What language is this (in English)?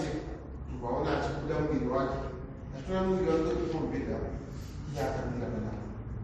Shona